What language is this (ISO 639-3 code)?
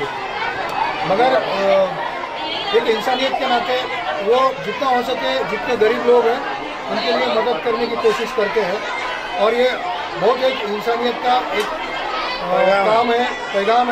mar